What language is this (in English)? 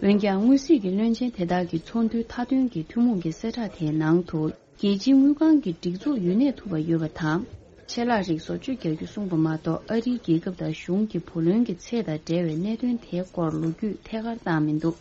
Tibetan